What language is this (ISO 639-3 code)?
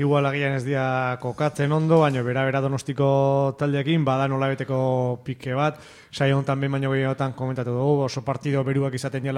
eus